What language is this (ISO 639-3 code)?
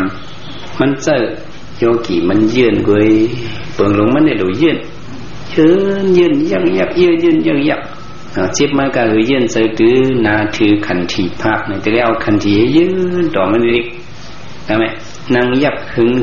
shn